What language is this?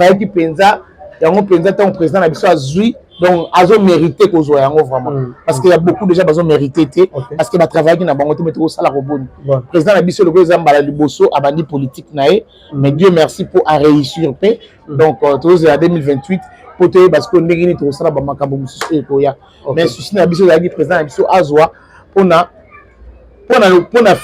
Lingala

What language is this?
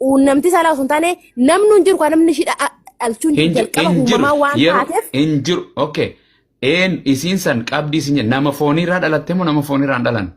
Oromo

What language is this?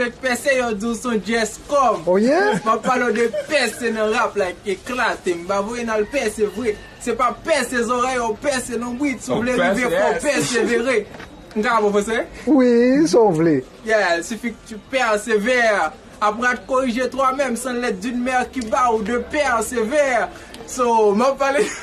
Haitian Creole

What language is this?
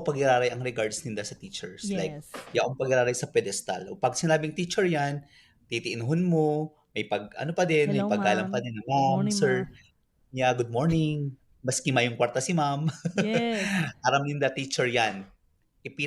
Bikol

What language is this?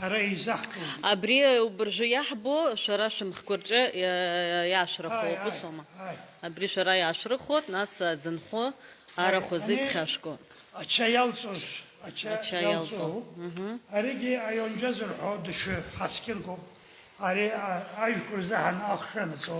Abkhazian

